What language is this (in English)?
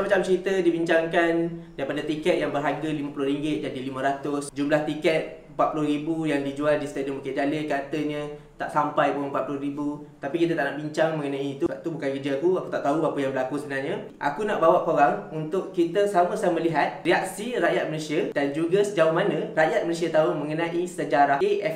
Malay